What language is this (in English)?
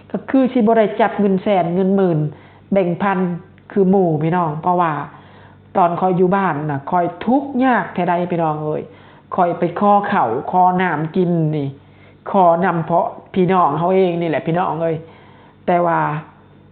Lao